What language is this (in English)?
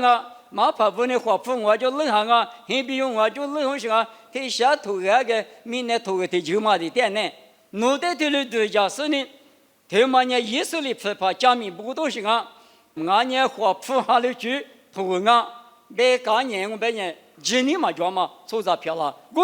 Lisu